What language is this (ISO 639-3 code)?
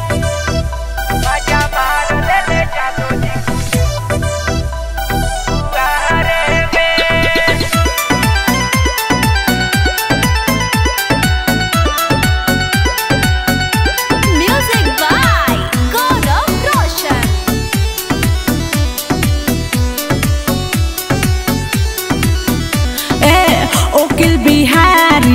bho